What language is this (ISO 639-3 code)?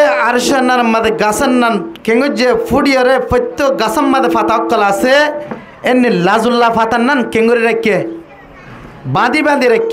rhg